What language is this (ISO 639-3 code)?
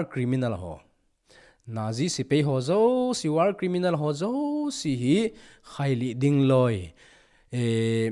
tcz